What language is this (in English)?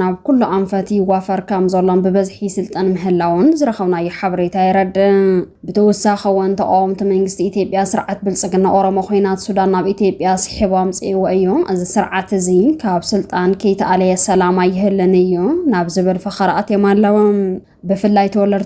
Tigrinya